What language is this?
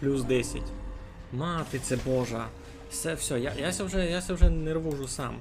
Rusyn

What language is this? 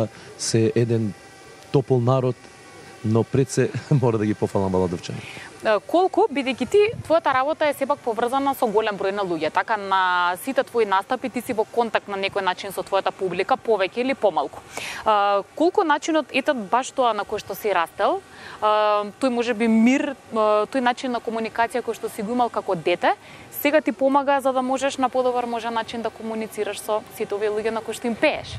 Macedonian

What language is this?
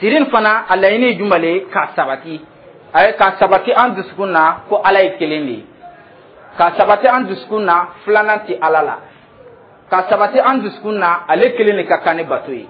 Dyula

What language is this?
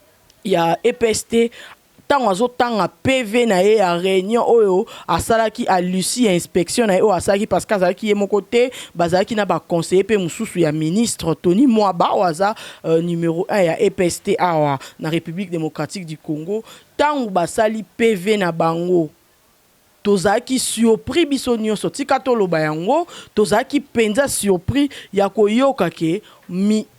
Lingala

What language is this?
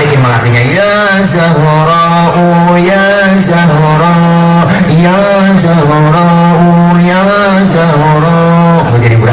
Betawi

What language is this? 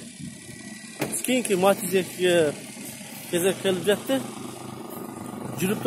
Kyrgyz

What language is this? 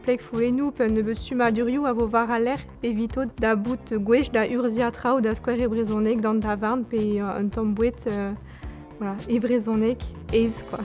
Breton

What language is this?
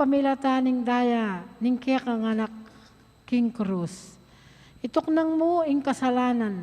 Pampanga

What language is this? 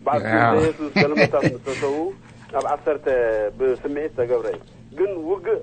Tigrinya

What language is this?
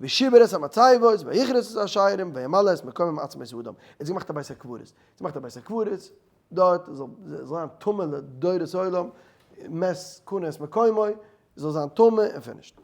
Yiddish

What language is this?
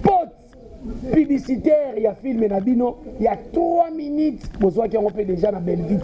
Lingala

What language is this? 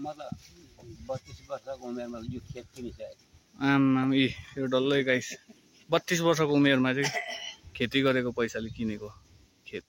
Nepali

